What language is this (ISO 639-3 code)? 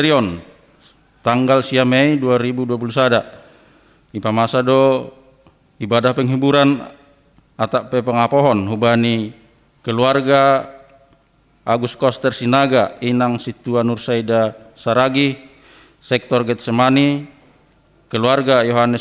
bts